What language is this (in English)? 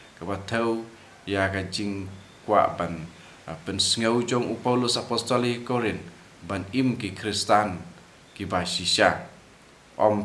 Khasi